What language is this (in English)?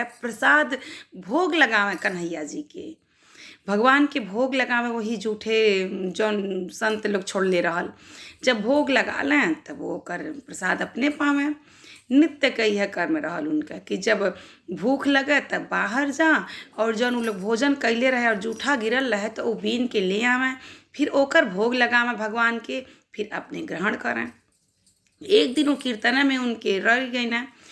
Bhojpuri